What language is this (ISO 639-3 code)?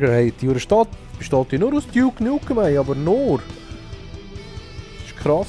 gsw